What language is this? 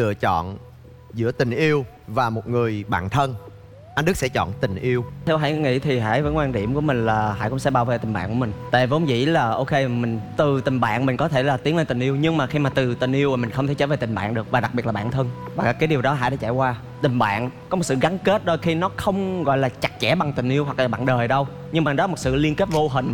Vietnamese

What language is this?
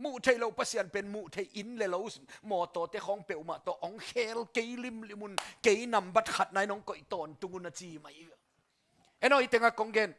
Tedim Chin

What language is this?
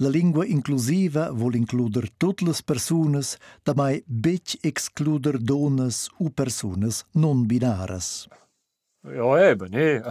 Romansh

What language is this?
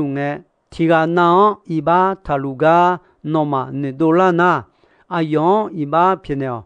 Akha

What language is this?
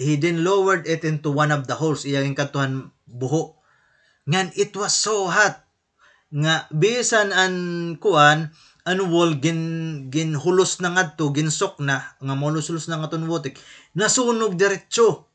Waray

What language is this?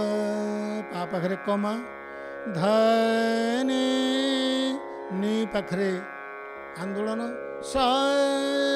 Odia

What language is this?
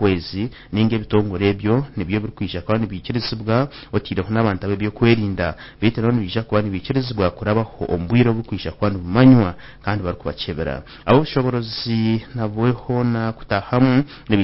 Nyankole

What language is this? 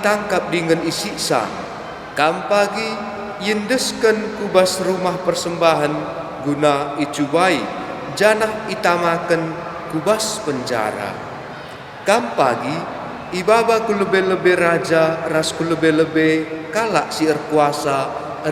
Batak Karo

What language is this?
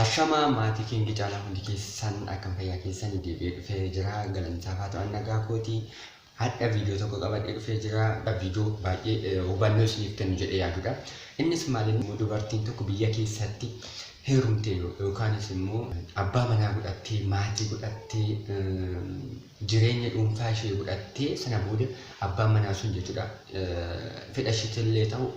Oromo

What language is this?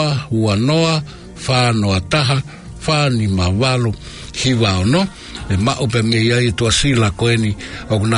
Tongan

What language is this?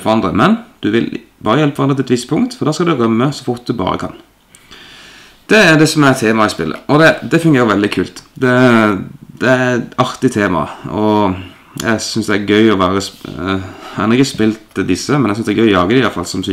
Norwegian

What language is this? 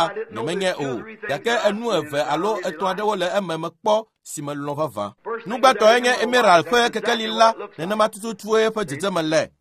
Ewe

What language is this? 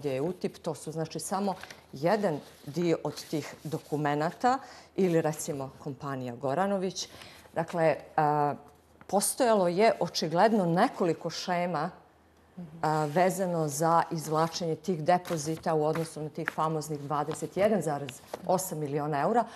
Bosnian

